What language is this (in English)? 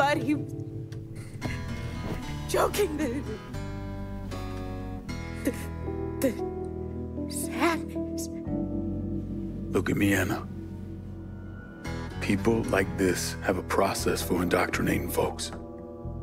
English